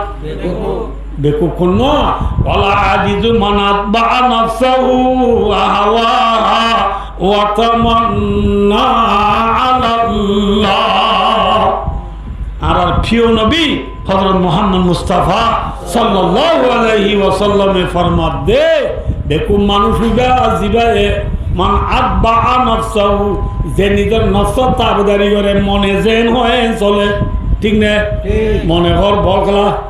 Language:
Rohingya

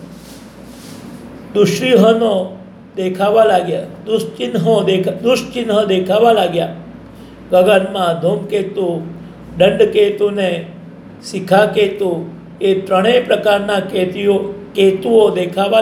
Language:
Gujarati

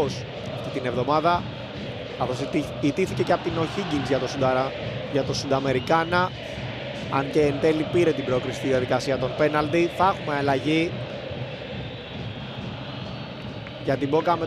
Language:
Greek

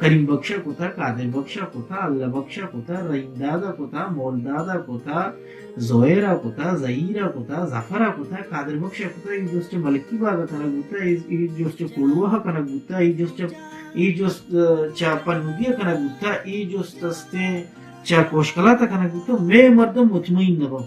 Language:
Baluchi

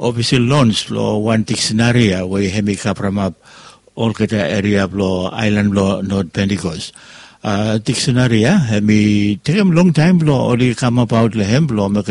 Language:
Bislama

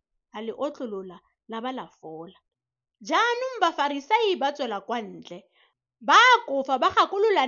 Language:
Tswana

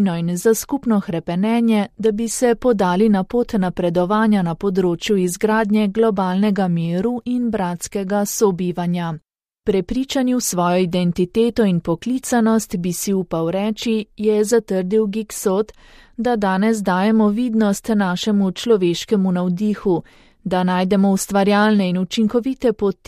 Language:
Slovenian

